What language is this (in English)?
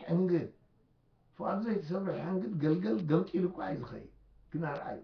Tigrinya